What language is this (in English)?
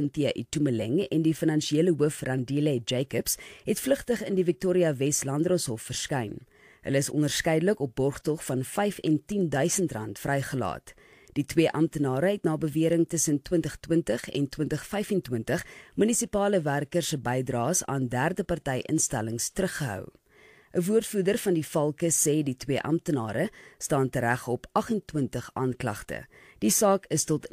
Afrikaans